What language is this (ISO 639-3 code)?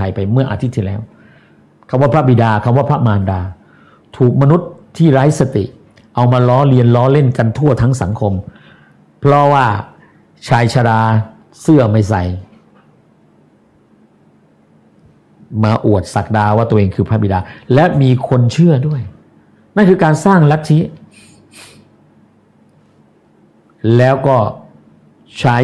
tha